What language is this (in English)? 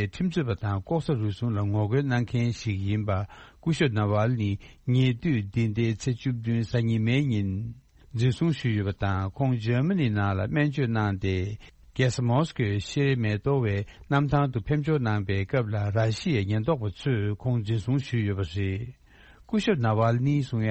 Tibetan